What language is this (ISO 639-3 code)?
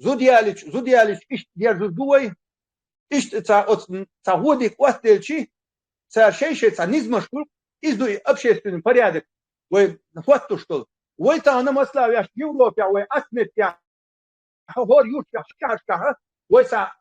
che